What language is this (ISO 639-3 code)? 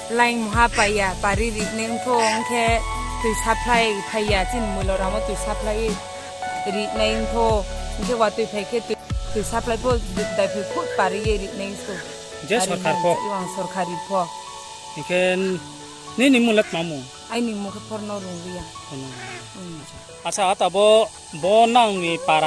ria